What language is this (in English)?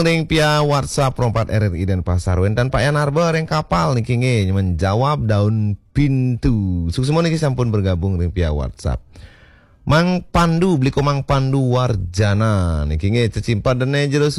Balinese